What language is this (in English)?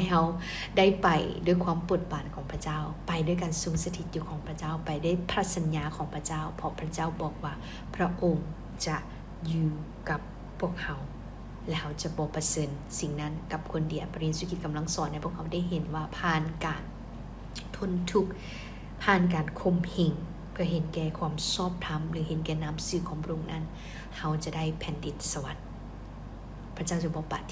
Lao